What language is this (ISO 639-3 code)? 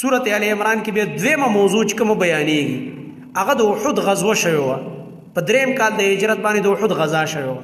pus